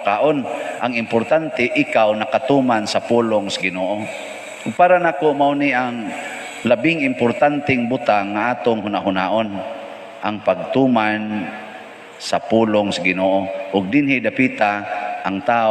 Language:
Cebuano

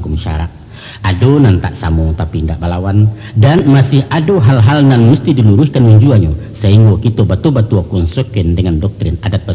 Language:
Minangkabau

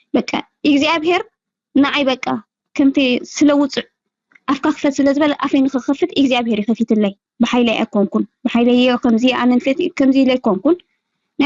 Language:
Tigrinya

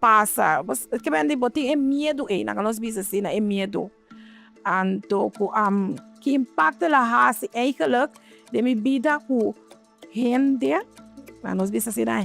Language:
Papiamento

